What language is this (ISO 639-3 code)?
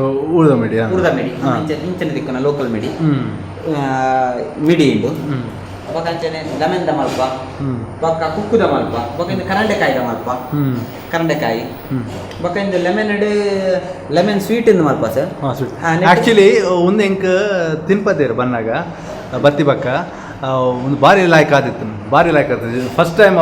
tcy